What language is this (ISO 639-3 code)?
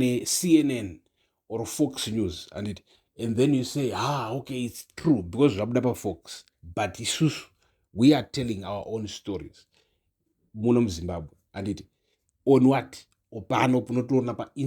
sna